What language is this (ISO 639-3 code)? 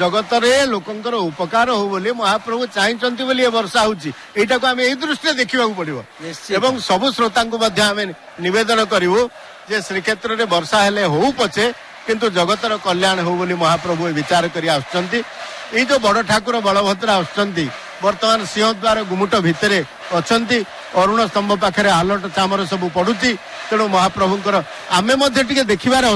ori